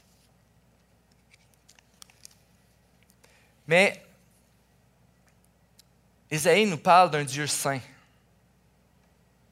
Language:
French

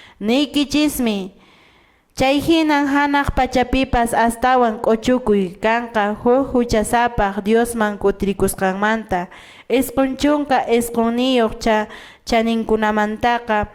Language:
Quechua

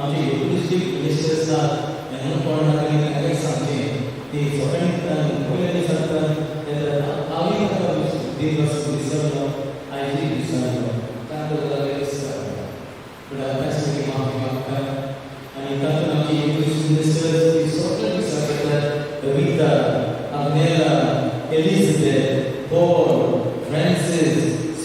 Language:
Konkani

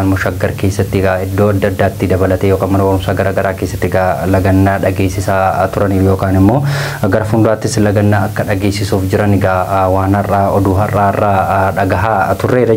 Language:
Oromo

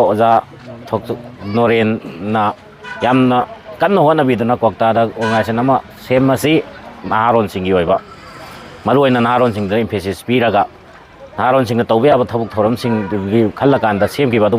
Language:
Manipuri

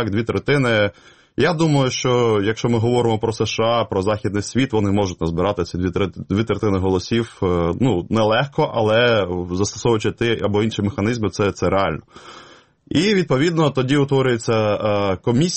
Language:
Ukrainian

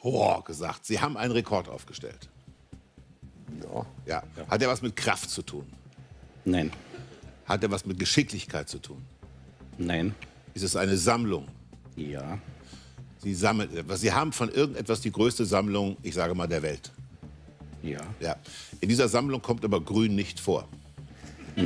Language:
German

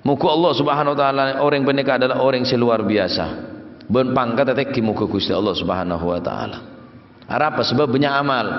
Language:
Madurese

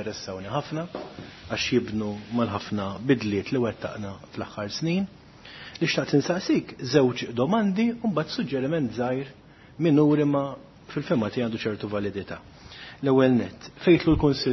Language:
Maltese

